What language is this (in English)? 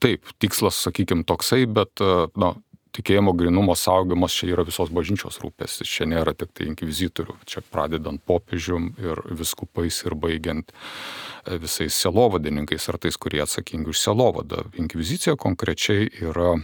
Lithuanian